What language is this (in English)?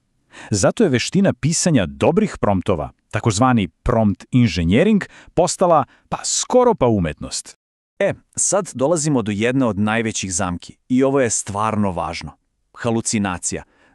Macedonian